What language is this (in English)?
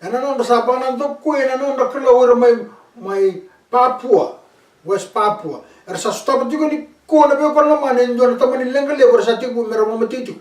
Fijian